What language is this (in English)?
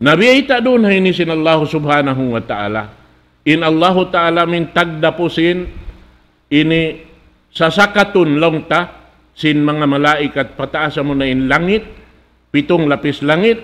Tausug